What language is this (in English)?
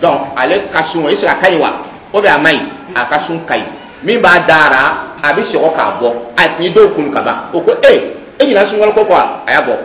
Dyula